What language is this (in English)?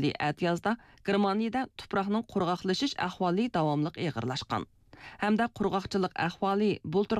Uyghur